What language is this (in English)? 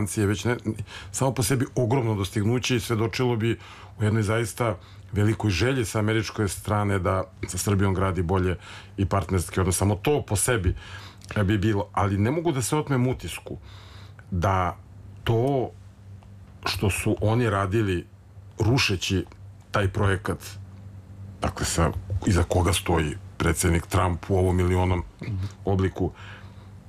Serbian